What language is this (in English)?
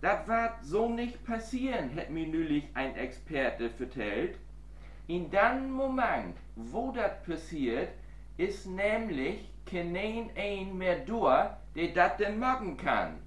Low German